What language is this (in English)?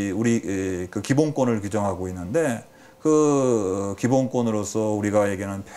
Korean